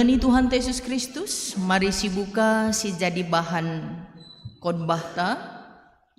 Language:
Batak Karo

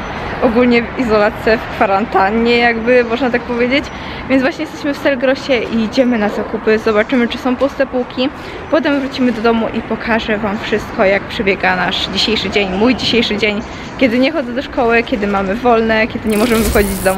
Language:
Polish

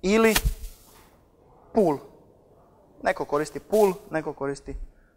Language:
Croatian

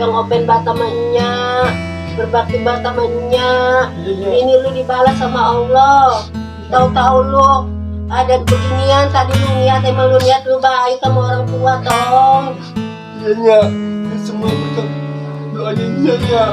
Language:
Betawi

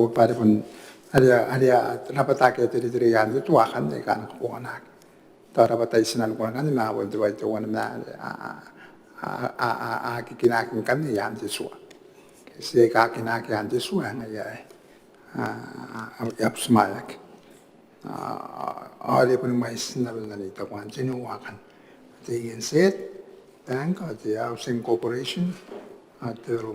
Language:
Gilbertese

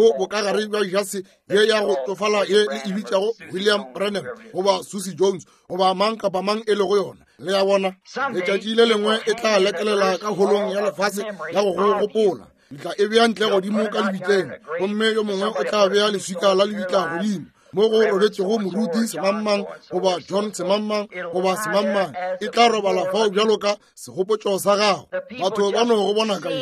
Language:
Northern Sotho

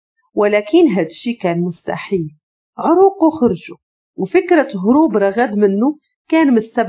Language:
Moroccan Arabic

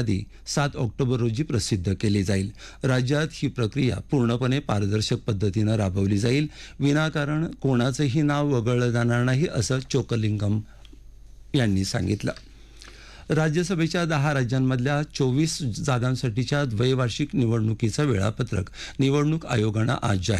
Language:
Marathi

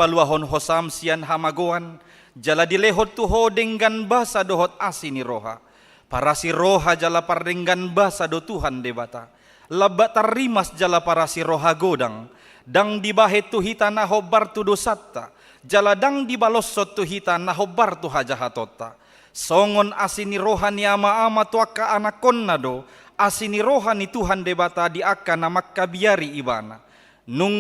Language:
Batak Toba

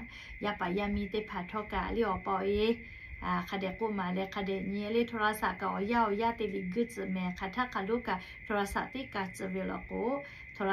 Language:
Lahu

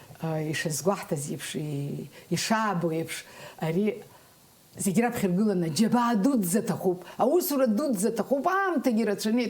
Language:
Abkhazian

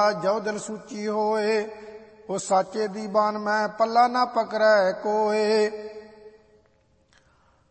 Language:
Punjabi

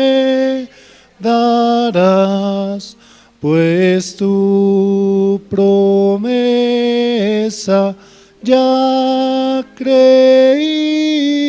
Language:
Aymara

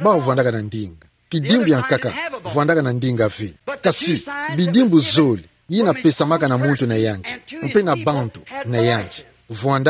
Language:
Kituba (Democratic Republic of Congo)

